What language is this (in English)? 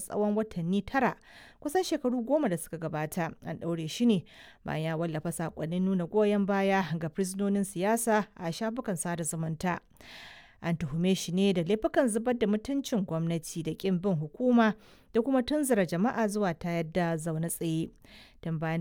Hausa